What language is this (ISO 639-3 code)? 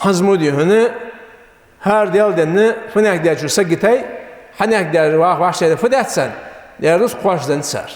inh